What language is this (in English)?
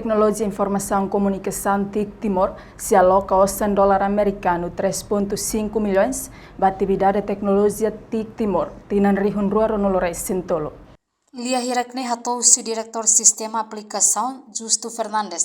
Tetum